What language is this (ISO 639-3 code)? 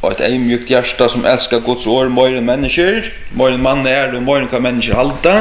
fao